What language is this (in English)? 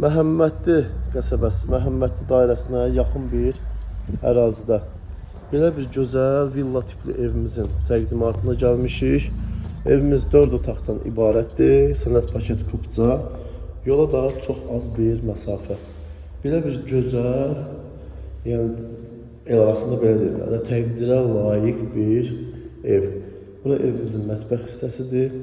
Azerbaijani